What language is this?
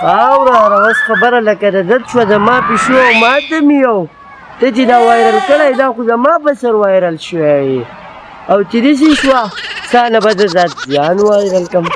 Pashto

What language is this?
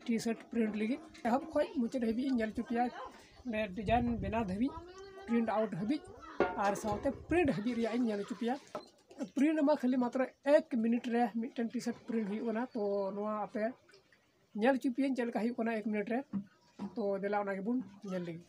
Santali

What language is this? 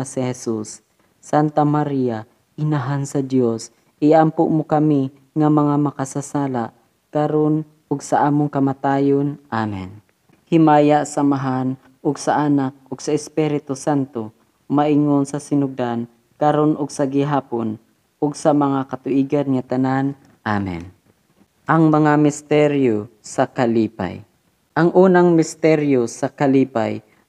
Cebuano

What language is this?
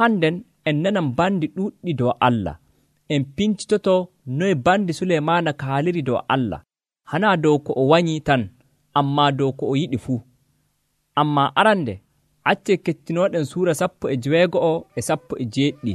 Nigerian Fulfulde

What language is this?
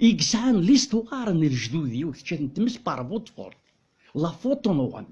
Kabyle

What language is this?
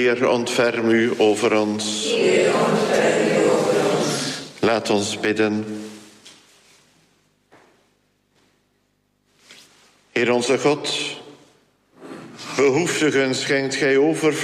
Dutch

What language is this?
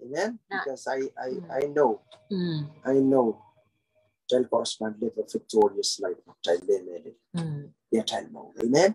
Pohnpeian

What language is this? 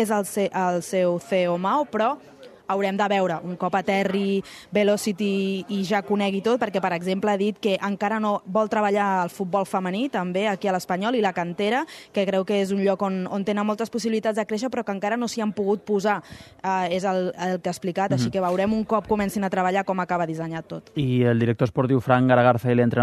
Catalan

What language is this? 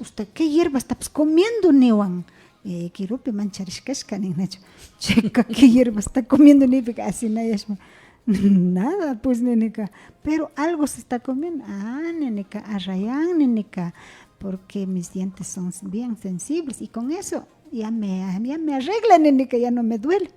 Imbabura Highland Quichua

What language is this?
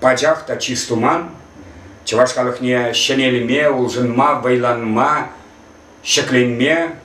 Chuvash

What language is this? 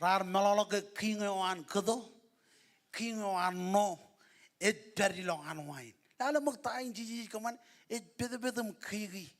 Marshallese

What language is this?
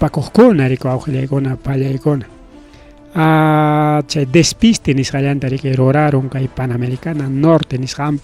Ayacucho Quechua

